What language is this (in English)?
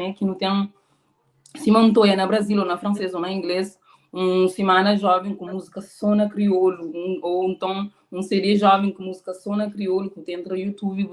Kabuverdianu